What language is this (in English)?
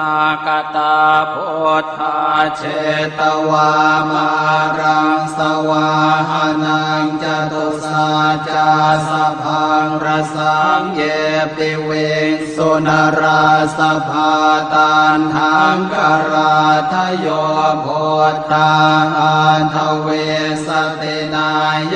Pali